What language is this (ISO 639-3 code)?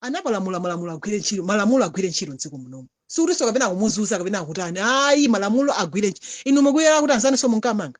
nya